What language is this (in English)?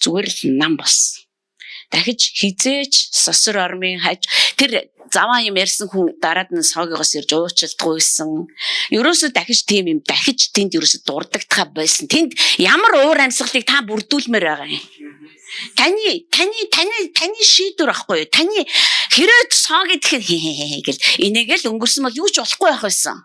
Mongolian